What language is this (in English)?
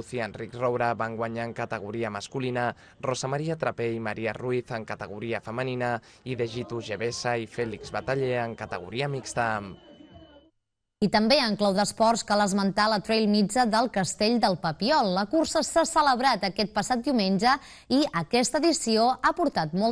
Catalan